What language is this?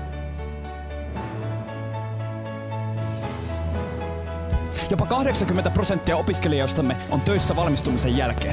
Finnish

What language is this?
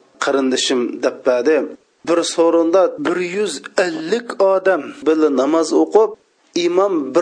Uyghur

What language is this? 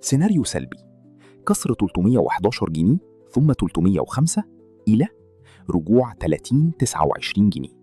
Egyptian Arabic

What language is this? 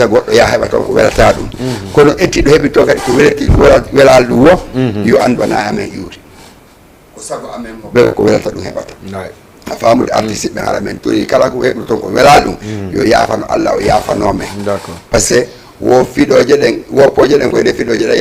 Fula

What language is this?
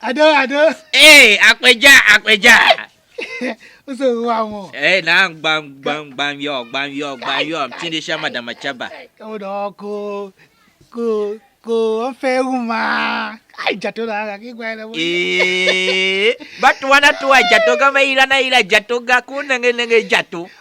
Tiv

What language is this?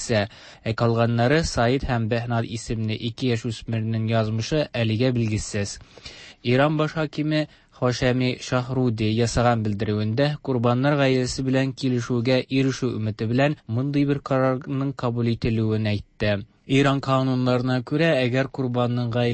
Tatar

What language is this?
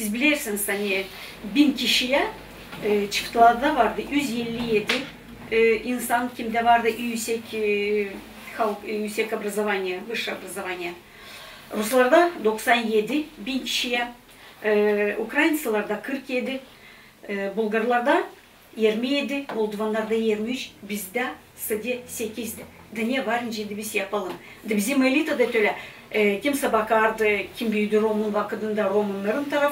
Gagauz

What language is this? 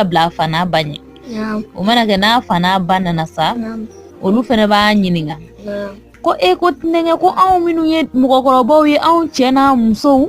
Bambara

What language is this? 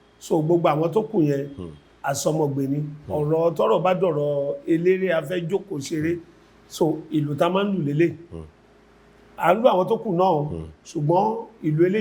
Yoruba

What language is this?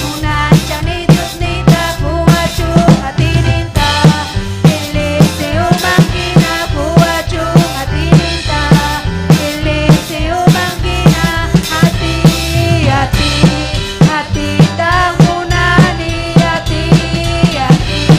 Ayacucho Quechua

